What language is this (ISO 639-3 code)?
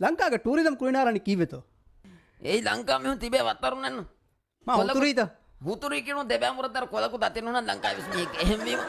div